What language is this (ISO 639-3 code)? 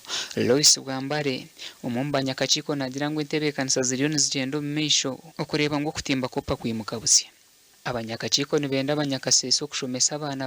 nyn